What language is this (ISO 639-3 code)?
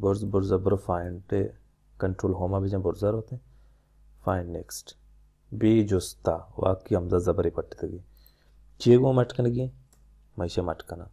bal